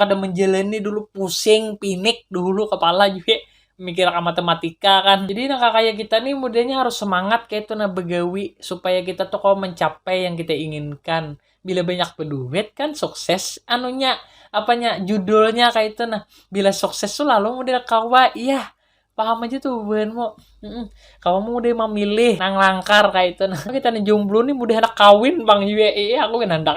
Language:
Banjar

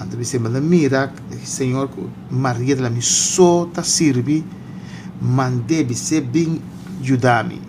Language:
Papiamento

